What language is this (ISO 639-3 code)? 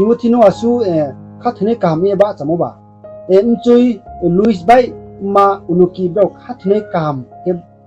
ria